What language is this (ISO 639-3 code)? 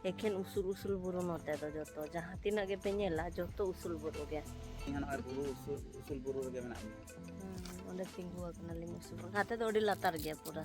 sat